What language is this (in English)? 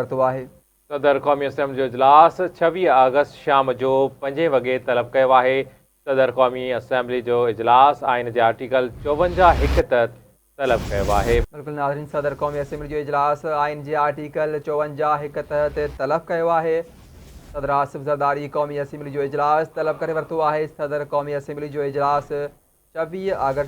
Sindhi